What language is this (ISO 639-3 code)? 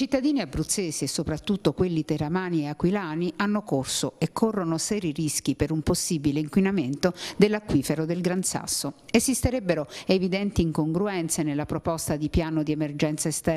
ita